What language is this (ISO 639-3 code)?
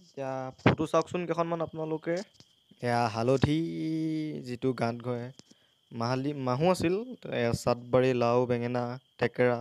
asm